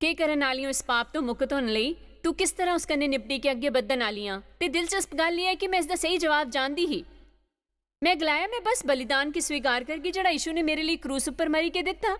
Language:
Dogri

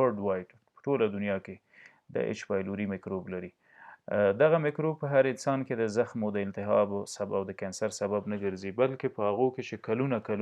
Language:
Pashto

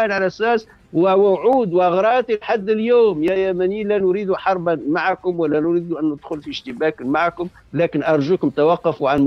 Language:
Tunisian Arabic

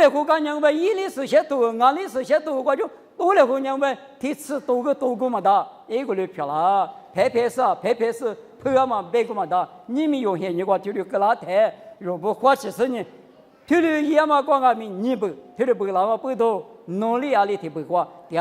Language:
Lisu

